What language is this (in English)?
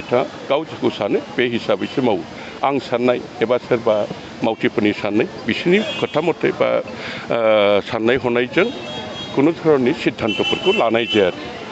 Bodo